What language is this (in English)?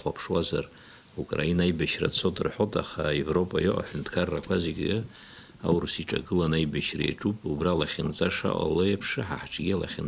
Abkhazian